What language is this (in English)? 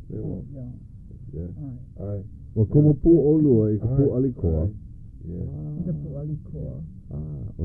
Hawaiian